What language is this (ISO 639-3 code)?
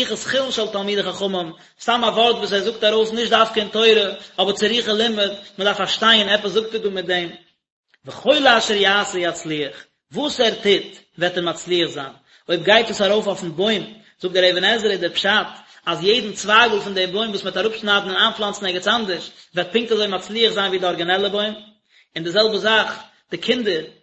yid